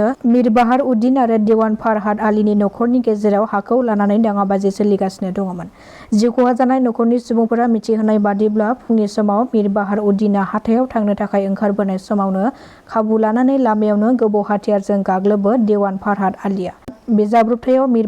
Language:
Bodo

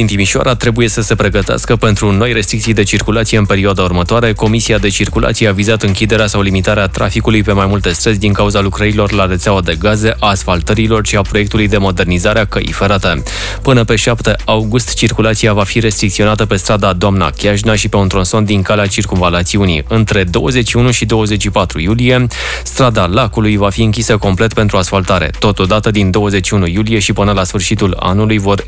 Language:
Romanian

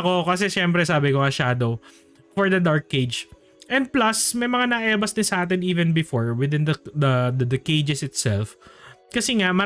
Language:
Filipino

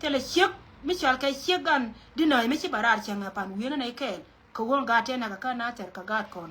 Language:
Nuer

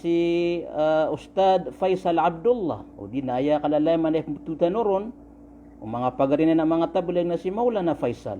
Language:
Maranao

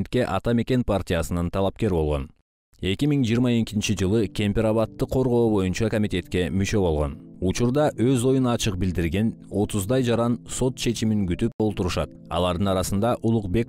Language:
Kyrgyz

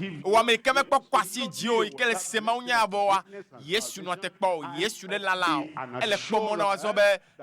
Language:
Ewe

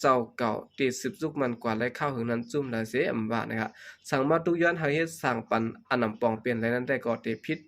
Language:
Shan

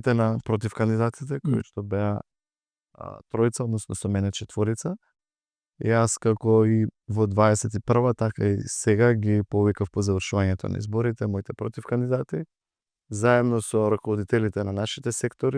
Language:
Macedonian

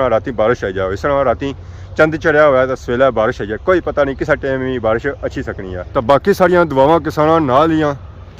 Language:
Pahari-Potwari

